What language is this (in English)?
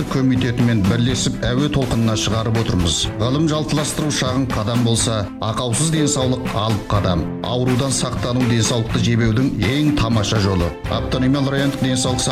Kazakh